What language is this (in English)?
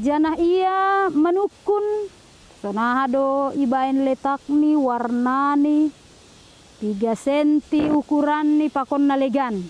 Batak Simalungun